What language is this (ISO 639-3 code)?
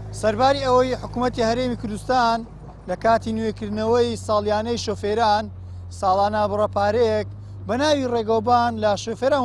ckb